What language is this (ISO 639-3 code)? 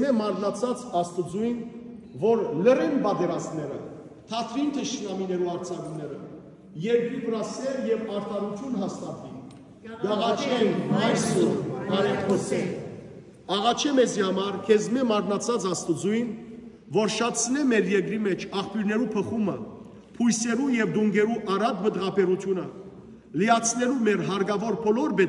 hyw